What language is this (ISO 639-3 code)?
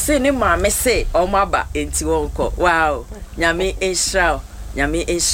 aka